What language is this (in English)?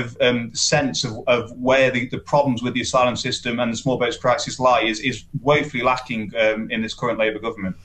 English